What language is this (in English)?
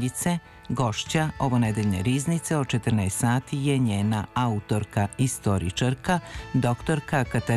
Serbian